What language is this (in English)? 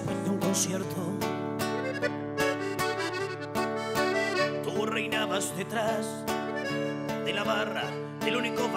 Spanish